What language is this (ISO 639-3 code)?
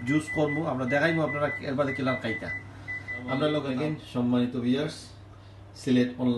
syl